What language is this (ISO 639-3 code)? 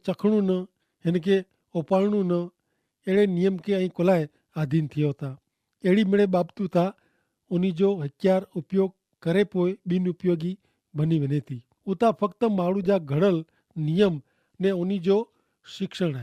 kfr